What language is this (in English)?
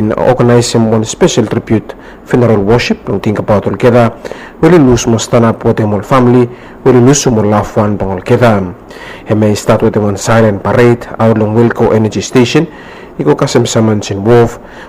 Bislama